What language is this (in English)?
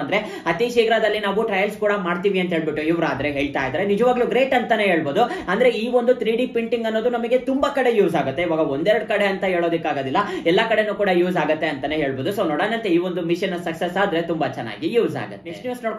Kannada